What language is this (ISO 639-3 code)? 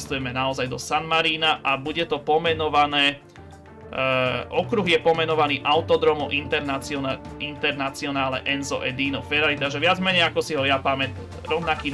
slk